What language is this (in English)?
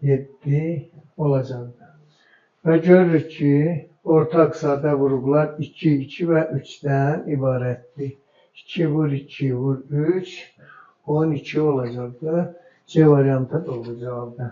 Azerbaijani